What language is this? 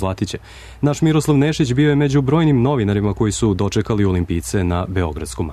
Serbian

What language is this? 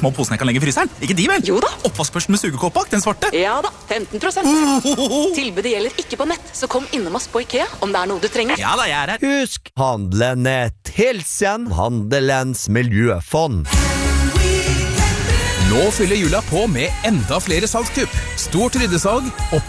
Norwegian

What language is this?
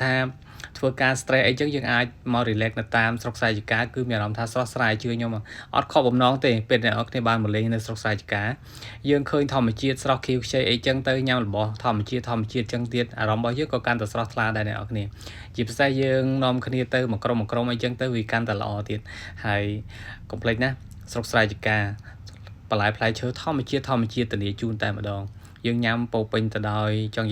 Khmer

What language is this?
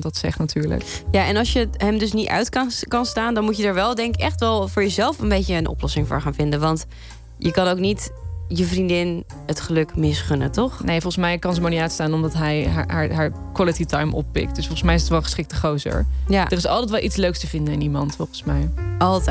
Dutch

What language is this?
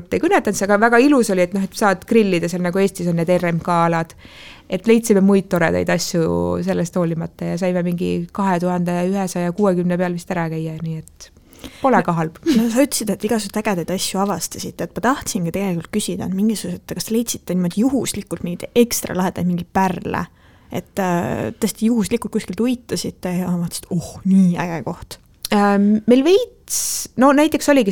Estonian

